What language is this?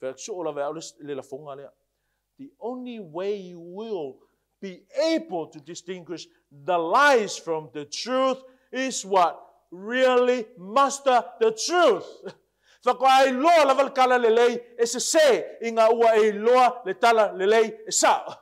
Samoan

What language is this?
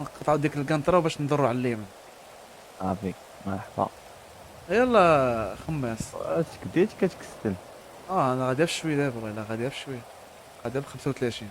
Moroccan Arabic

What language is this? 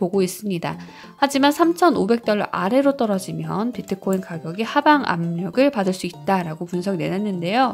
Korean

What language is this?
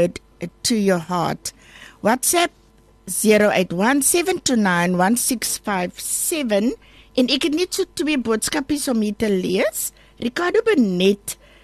Afrikaans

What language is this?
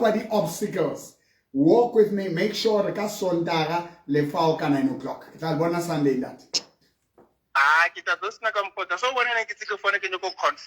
Southern Sotho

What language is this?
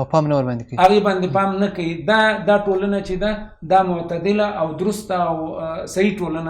Pashto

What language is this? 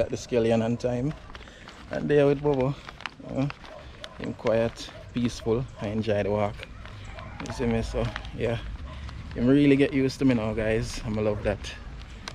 Jamaican Creole English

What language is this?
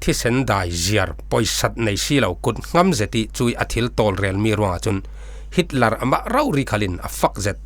Falam Chin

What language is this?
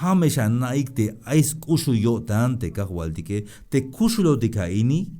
Tzeltal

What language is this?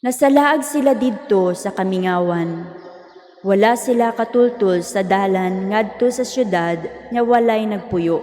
Cebuano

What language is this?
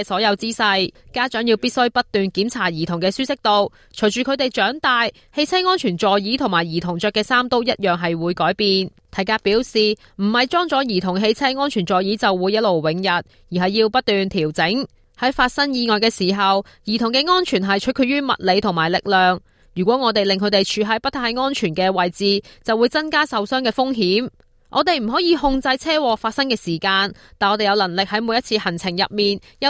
Cantonese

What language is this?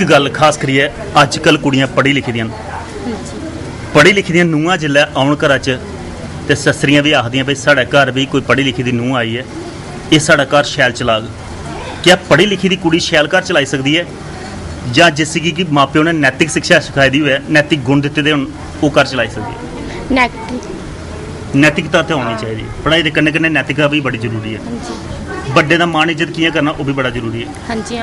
Dogri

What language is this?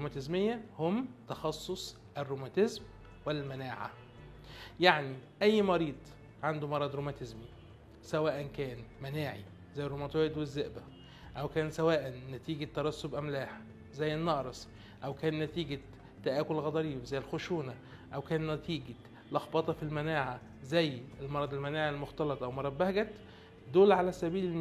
Egyptian Arabic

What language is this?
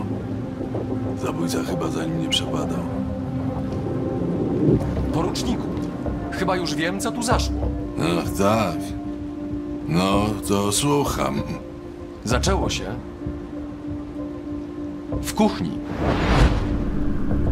Polish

